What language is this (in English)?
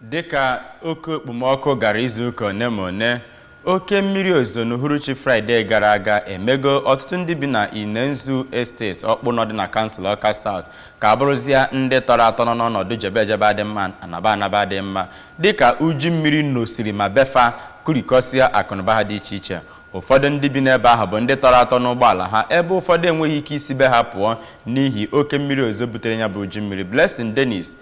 Igbo